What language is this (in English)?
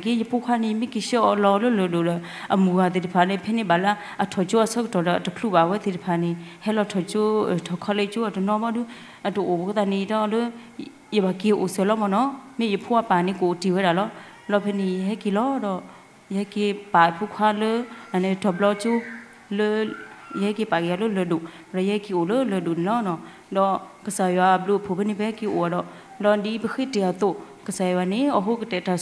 S'gaw Karen